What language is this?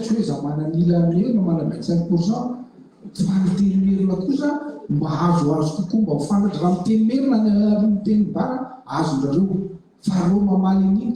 Malagasy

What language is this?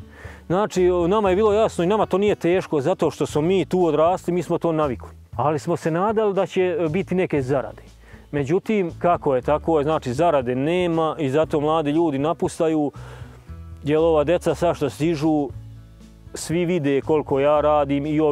Serbian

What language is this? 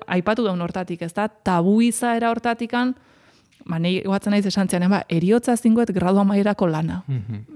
Basque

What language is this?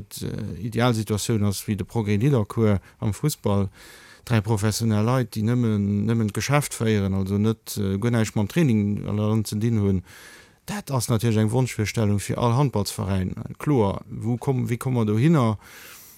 Luxembourgish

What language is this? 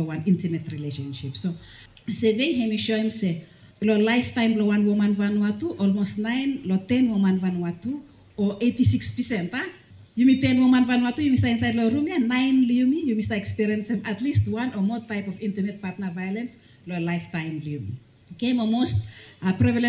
Bislama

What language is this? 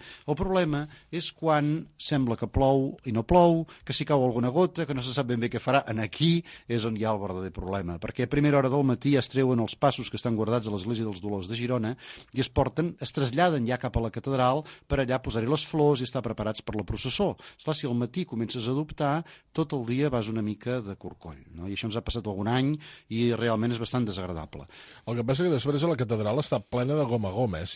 Catalan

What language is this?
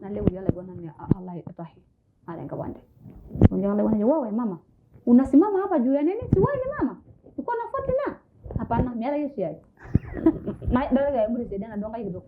Masai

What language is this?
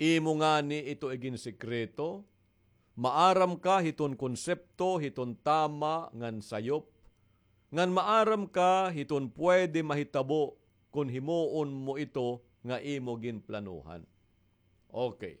Waray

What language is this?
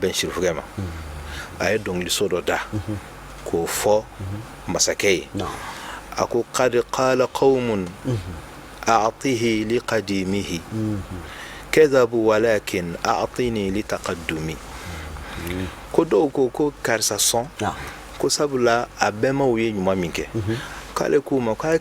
Bambara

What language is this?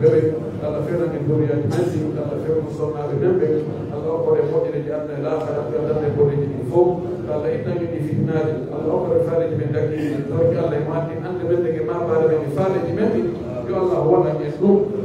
Pular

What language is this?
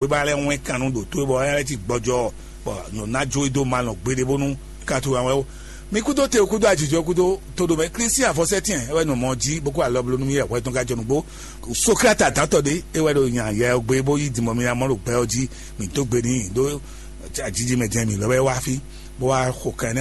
Fon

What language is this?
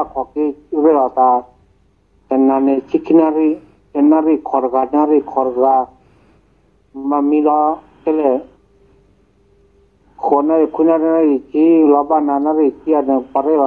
S'gaw Karen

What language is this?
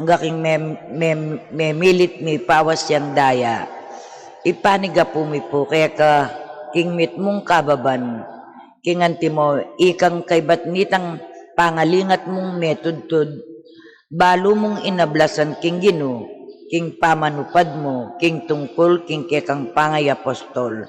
Pampanga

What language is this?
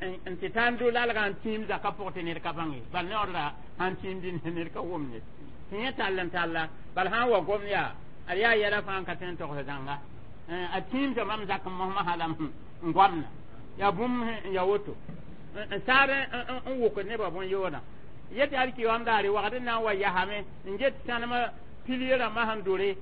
Mossi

